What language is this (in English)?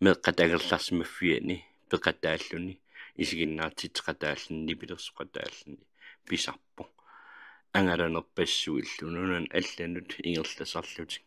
Kalaallisut